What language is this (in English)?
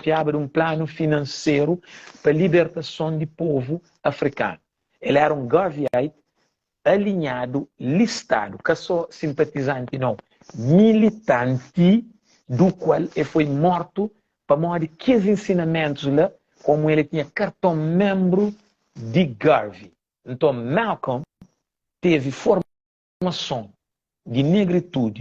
Kabuverdianu